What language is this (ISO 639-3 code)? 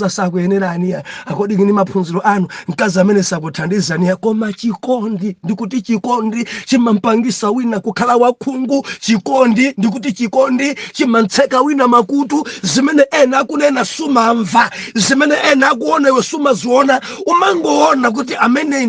nya